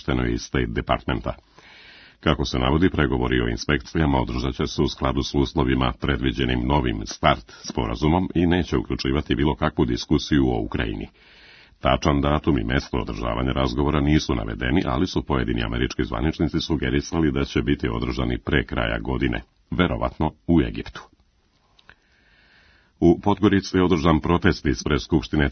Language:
Serbian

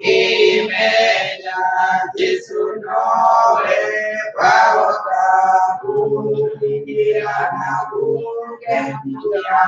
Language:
Kikuyu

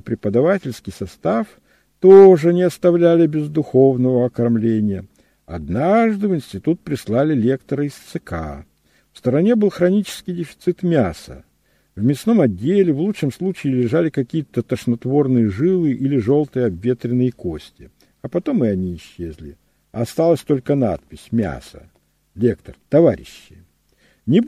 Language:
Russian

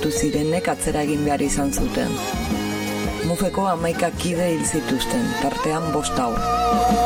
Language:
Basque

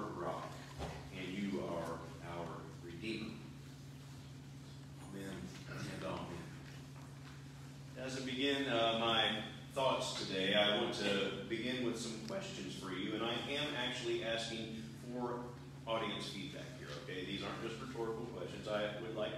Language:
English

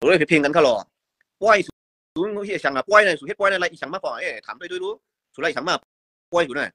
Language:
Shan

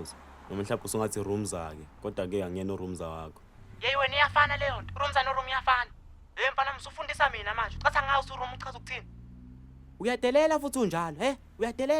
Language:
Zulu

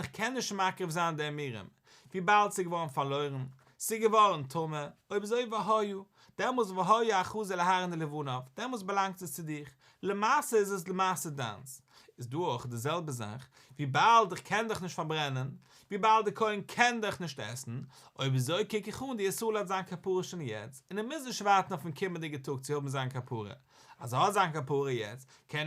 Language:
Yiddish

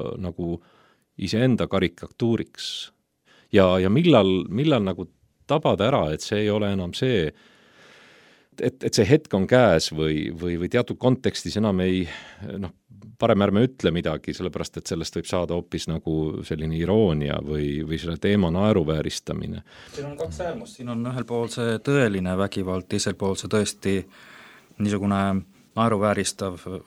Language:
Estonian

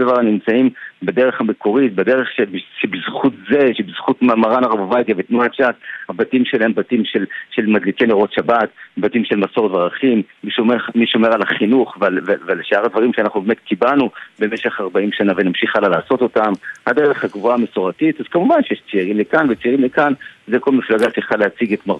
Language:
Hebrew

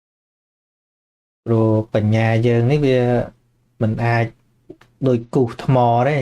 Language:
Khmer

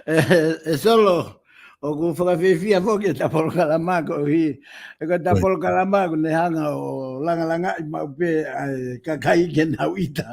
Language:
Tongan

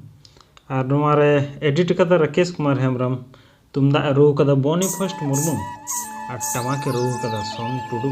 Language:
Santali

